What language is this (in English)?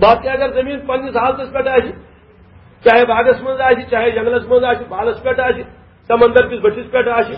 Kashmiri